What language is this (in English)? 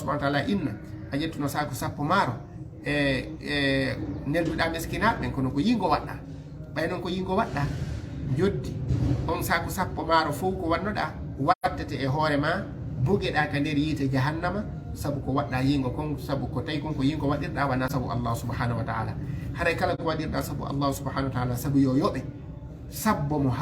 Fula